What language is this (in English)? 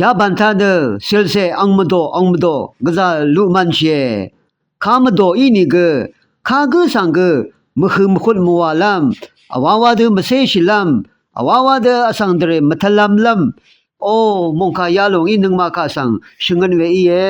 Rawang